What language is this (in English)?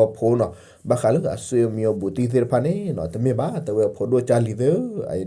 S'gaw Karen